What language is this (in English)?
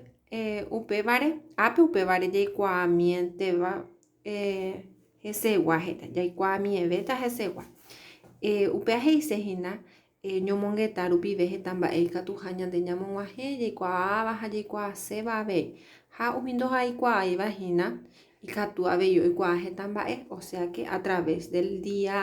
Guarani